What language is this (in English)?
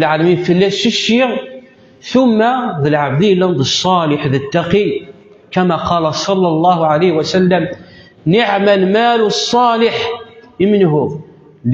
Kabyle